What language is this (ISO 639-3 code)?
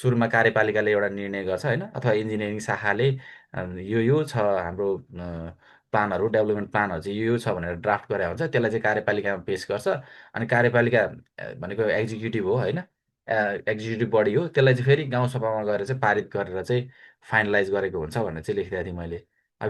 nep